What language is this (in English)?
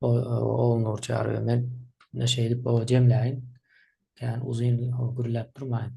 Turkmen